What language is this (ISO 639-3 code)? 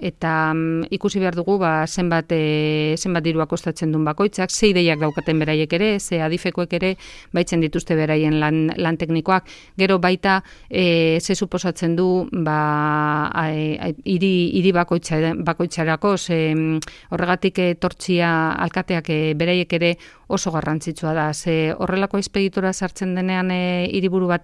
eus